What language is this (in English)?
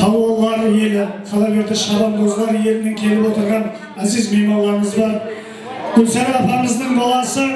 Kara-Kalpak